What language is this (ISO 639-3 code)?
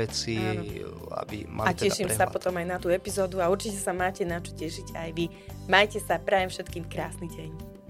slk